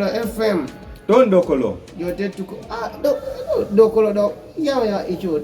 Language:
Kumam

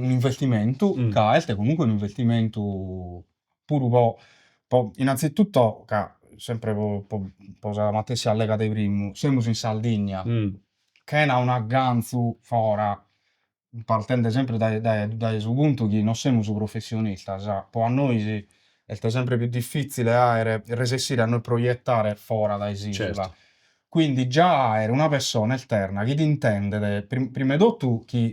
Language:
Sardinian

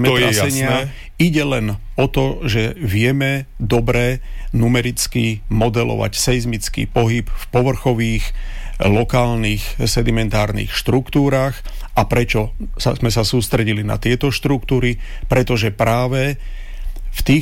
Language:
Slovak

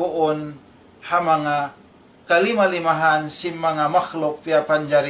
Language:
Tausug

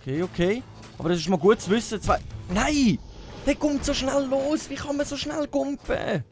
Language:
Swiss German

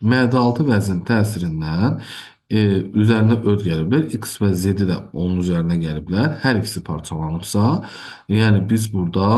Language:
Azerbaijani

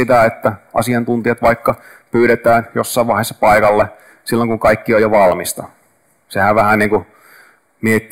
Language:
Finnish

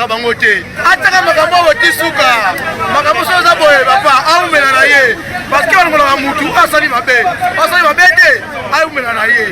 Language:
Lingala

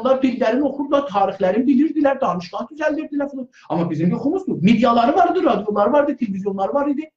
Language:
South Azerbaijani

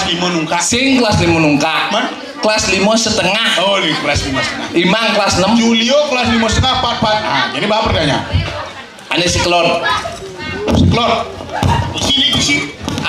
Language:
Balinese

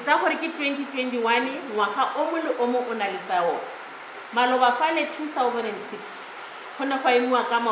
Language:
Tswana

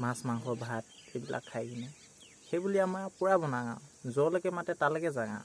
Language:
Assamese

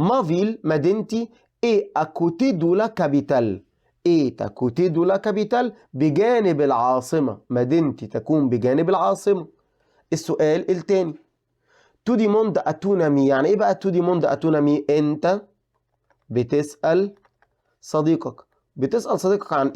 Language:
Egyptian Arabic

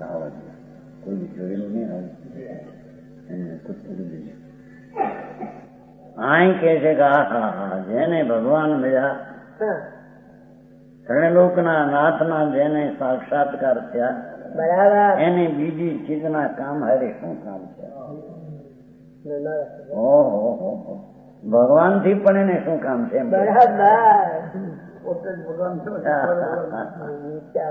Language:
Gujarati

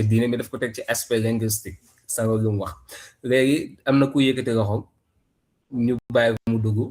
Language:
Wolof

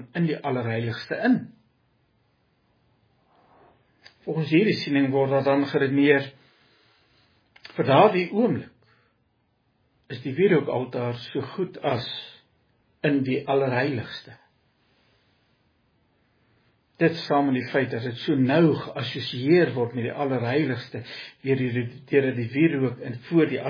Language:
Afrikaans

